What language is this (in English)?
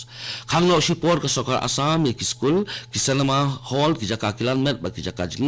Khasi